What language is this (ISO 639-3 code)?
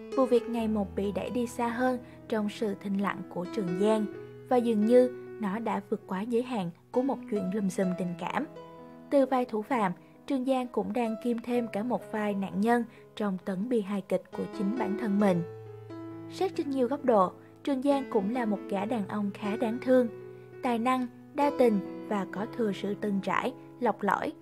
vie